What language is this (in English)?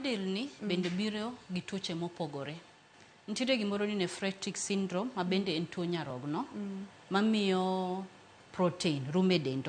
Luo (Kenya and Tanzania)